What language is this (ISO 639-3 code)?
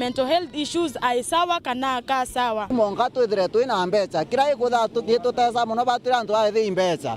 mer